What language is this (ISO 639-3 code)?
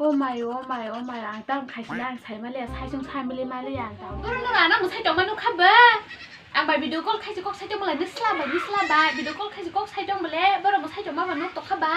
trp